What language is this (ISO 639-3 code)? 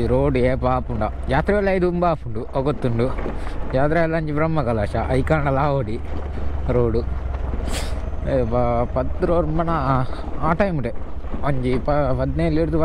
tcy